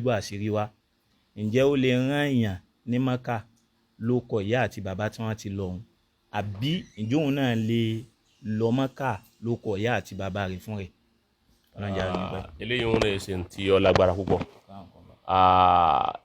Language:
Yoruba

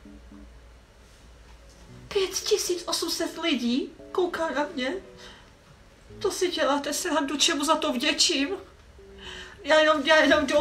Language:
Czech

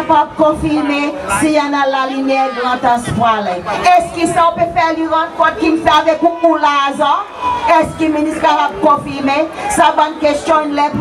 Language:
Seselwa Creole French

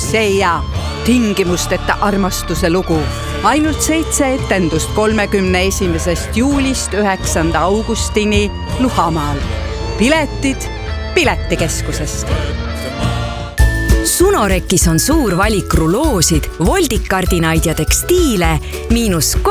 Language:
Estonian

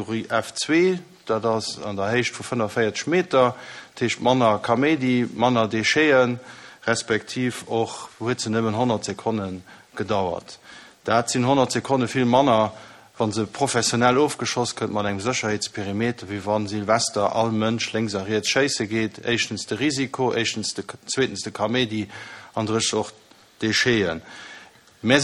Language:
Luxembourgish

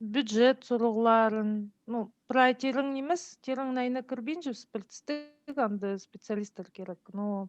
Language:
Khakas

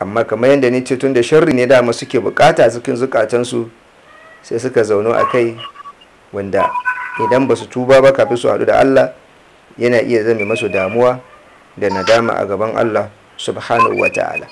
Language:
Hausa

